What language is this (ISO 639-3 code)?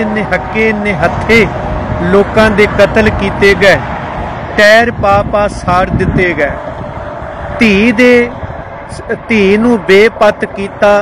pan